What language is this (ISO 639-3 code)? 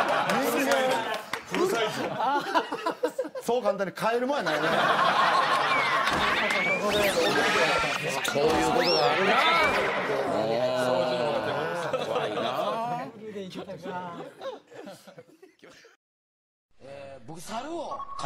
jpn